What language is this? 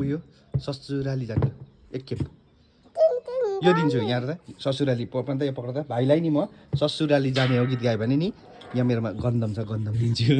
Nepali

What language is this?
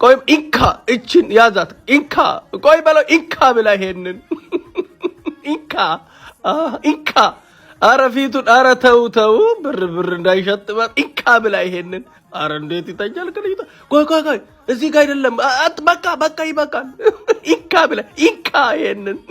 Amharic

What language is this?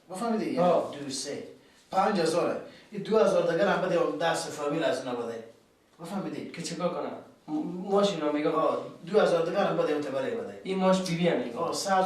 Persian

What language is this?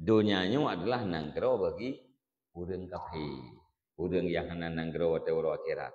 Achinese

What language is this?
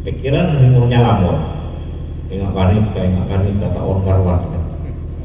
Madurese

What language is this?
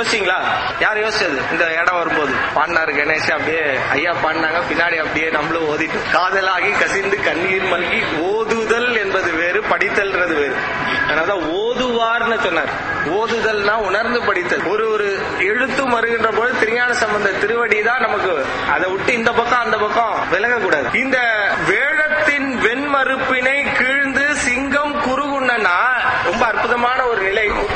Tamil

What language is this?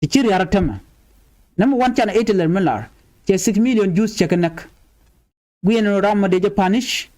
Nuer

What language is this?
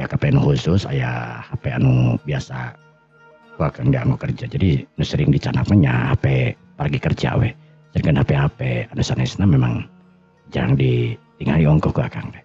Sundanese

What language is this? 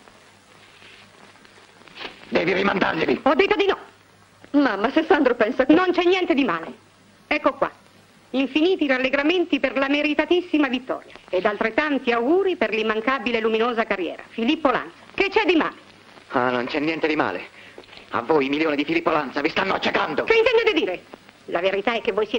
Italian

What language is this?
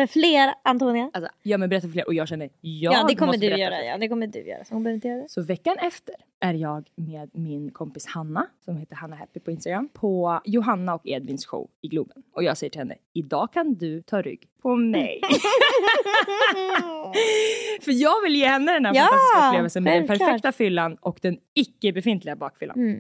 Swedish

